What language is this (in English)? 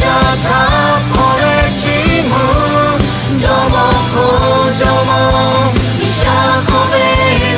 Lahu